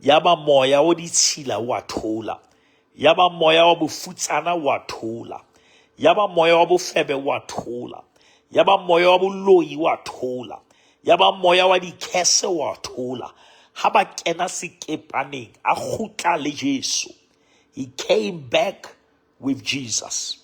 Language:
Southern Sotho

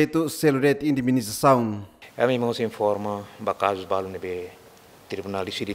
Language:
Tetum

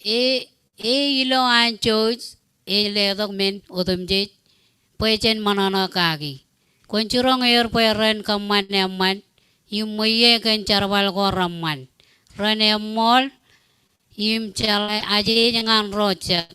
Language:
Marshallese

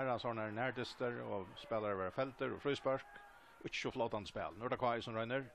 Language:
Faroese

